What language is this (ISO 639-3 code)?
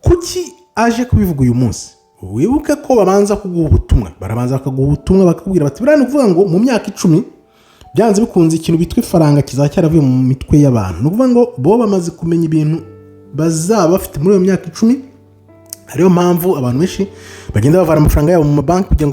kin